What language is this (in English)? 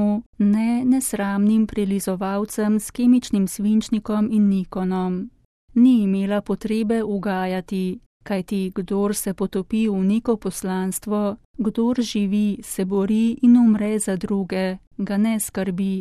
Slovenian